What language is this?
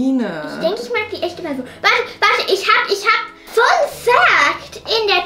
German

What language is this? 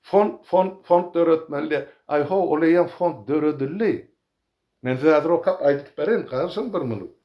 Turkmen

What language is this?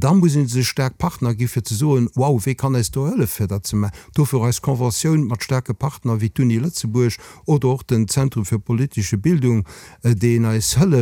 Luxembourgish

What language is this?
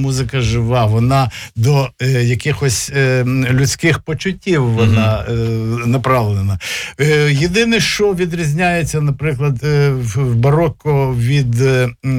Ukrainian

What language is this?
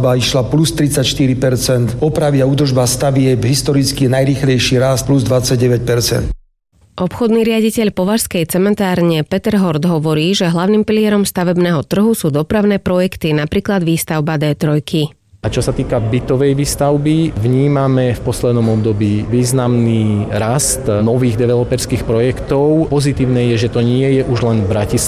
Slovak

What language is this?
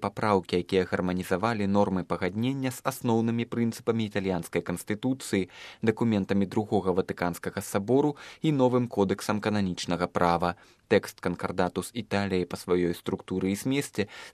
Belarusian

